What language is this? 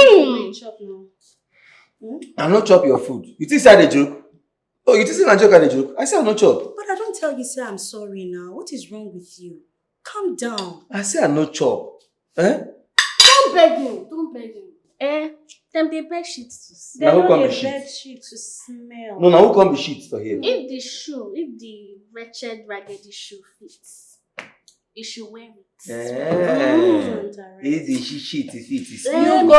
Nigerian Pidgin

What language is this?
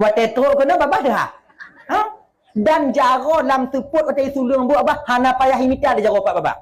Achinese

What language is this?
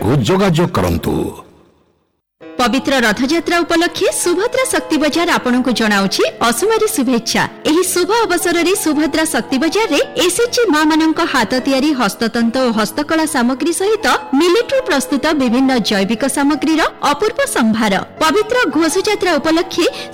Odia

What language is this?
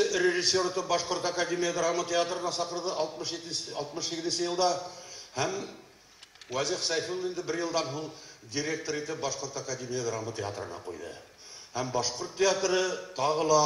Bashkir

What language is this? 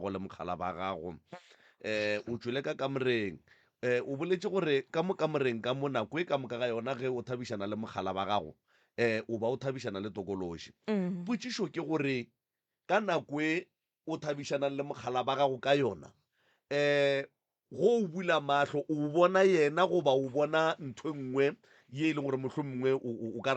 Northern Sotho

